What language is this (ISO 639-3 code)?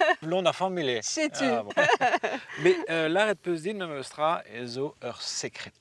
bre